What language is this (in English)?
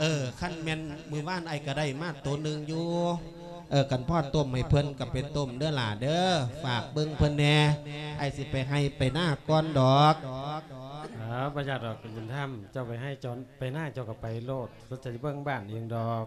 Lao